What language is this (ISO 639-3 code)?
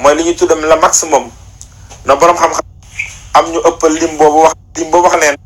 wol